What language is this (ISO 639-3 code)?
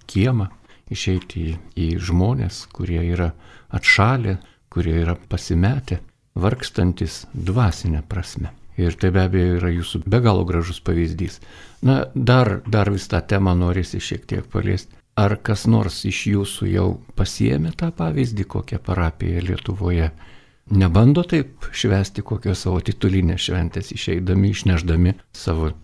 lit